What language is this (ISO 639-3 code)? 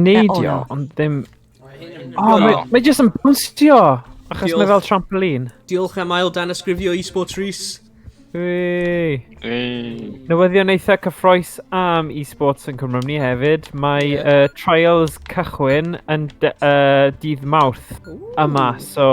cym